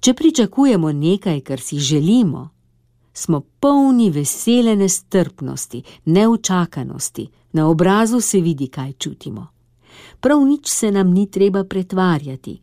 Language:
Slovenian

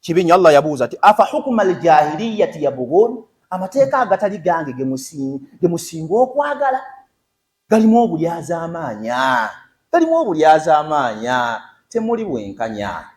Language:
Ganda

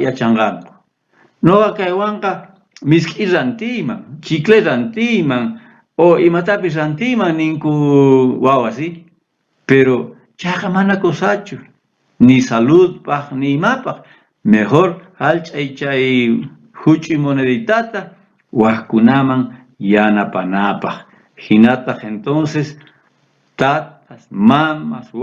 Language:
South Bolivian Quechua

